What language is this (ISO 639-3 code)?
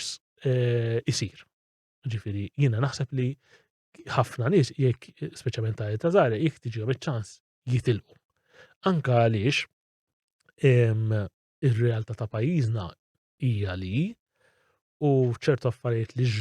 mlt